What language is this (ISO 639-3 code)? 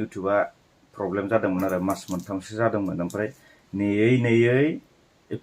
brx